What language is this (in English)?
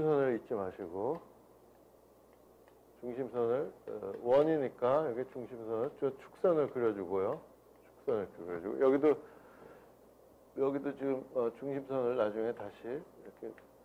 Korean